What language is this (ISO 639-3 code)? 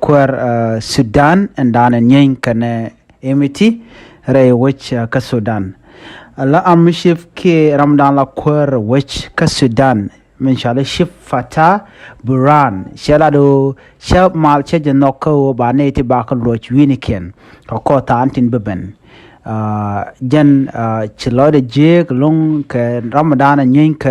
nus